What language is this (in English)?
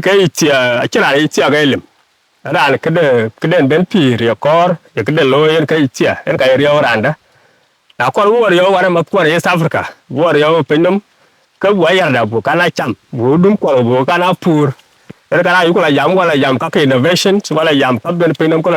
Dinka